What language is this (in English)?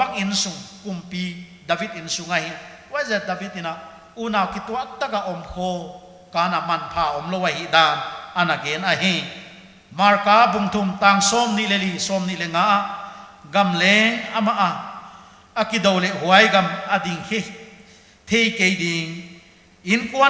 Paite Chin